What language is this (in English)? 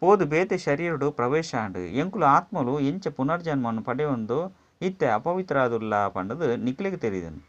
Tulu